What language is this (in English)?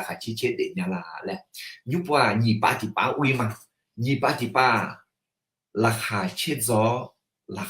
Akha